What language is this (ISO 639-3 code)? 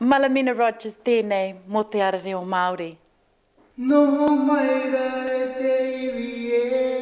mri